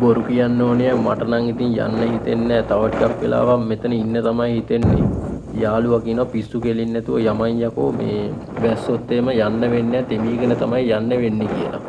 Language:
Sinhala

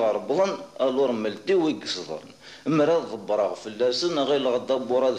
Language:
Kabyle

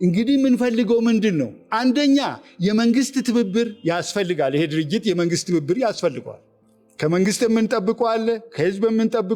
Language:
Amharic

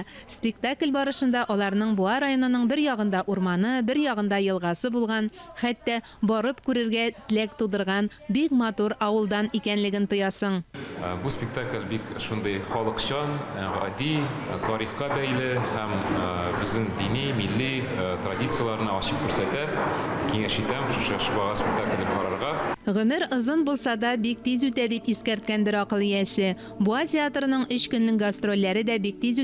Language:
Tatar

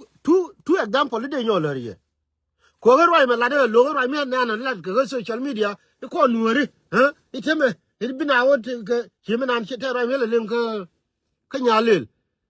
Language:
Nuer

